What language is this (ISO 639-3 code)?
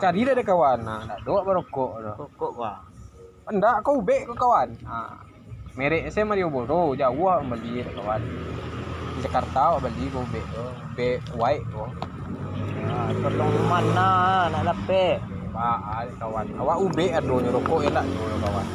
min